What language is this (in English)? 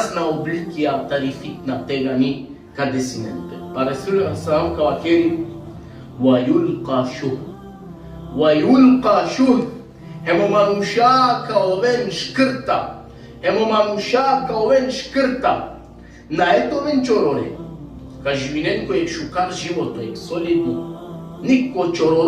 Balkan Romani